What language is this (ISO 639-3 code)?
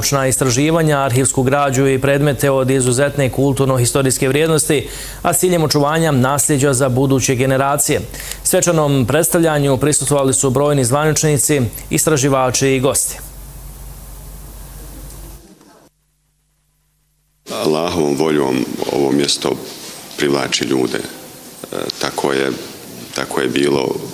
bos